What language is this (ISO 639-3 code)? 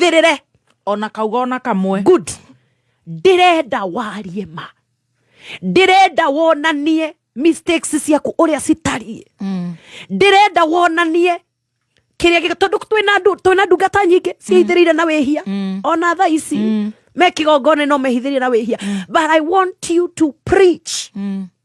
kik